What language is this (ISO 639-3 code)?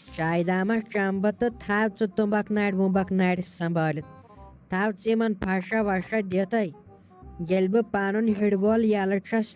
kas